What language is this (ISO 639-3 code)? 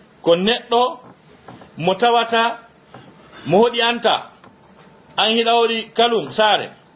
ful